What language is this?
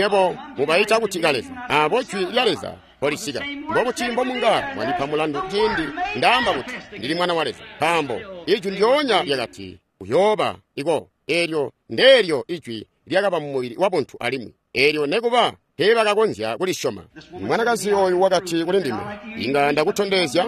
Tonga (Zambia)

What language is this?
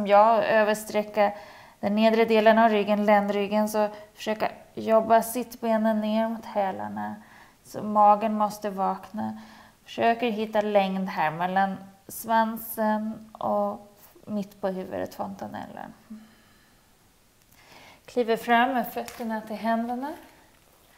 Swedish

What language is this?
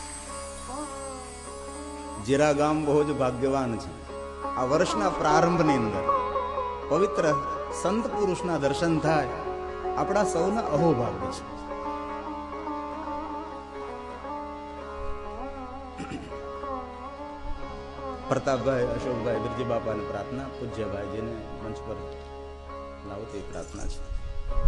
Gujarati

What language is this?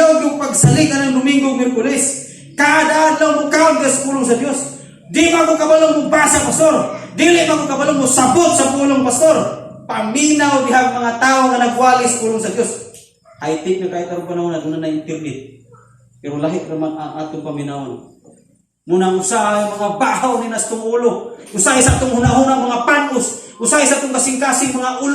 Cebuano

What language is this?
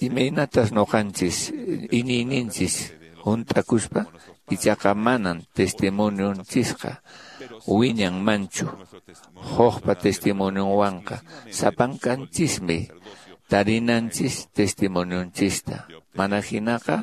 Quechua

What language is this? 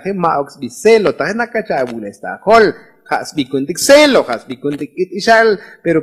Tzotzil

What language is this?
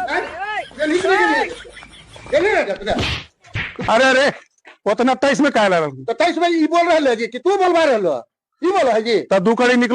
Magahi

